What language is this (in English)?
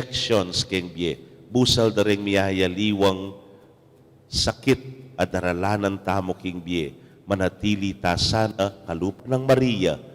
Pampanga